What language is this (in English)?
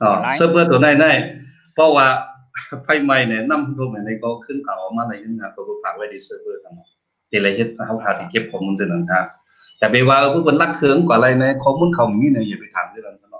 Shan